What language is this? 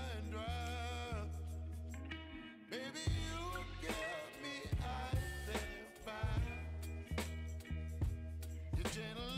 English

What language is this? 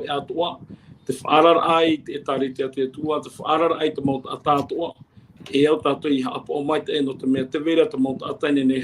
Tahitian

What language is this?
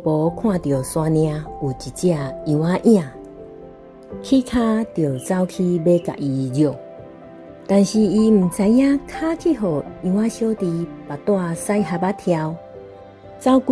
Min Nan Chinese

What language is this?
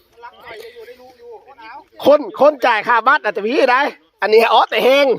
Lao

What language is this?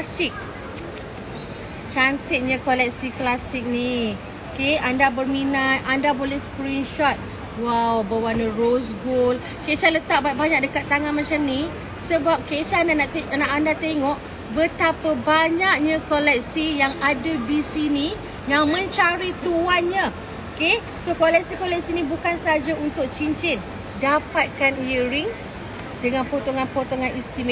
Malay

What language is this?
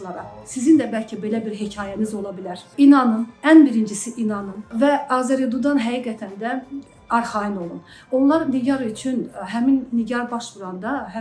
Azerbaijani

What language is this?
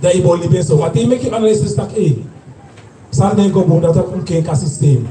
Sranan Tongo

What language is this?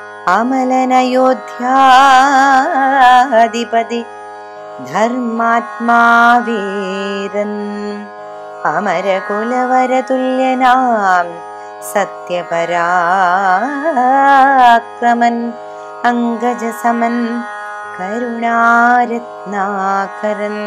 Malayalam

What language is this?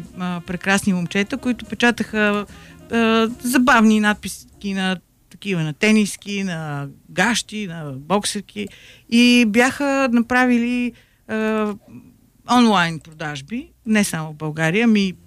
Bulgarian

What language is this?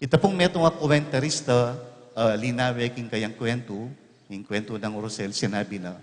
Pampanga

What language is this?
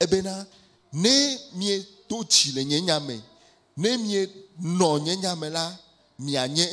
Ewe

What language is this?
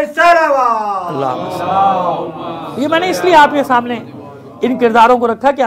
Hindi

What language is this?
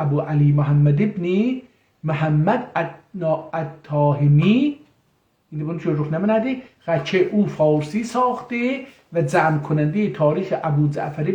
South Azerbaijani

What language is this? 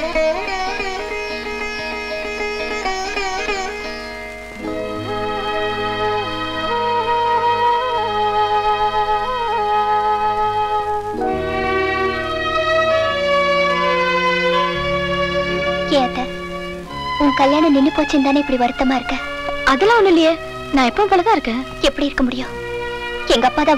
Tamil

